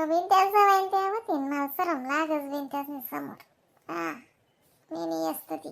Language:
Khandesi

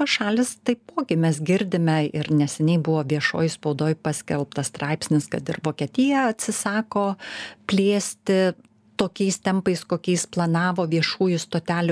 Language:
Lithuanian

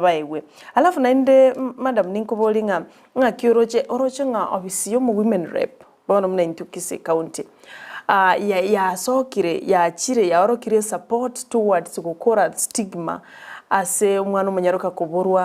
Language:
Gusii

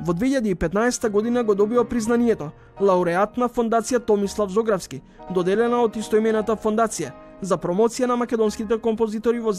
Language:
Macedonian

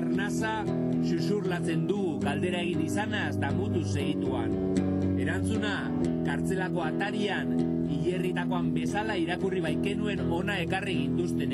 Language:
Basque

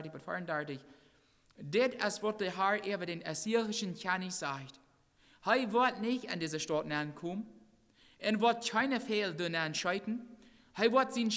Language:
Plautdietsch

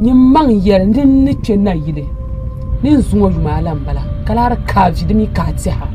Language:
Dagbani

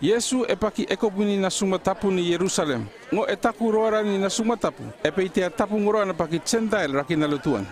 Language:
North Efate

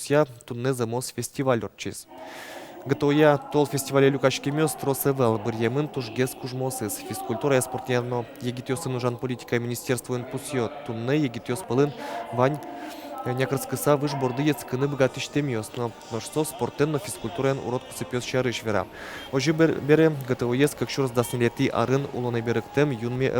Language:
Udmurt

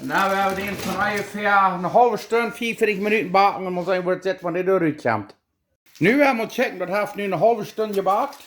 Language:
Plautdietsch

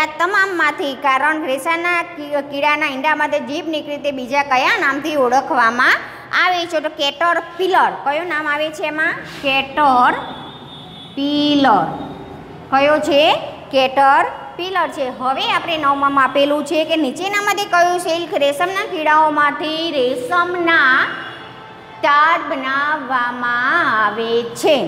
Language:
Gujarati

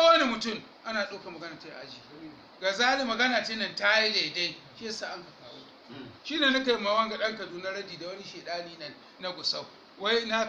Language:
Hausa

